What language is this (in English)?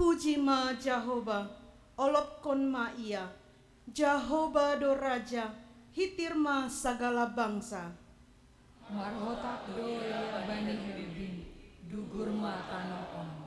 Batak Simalungun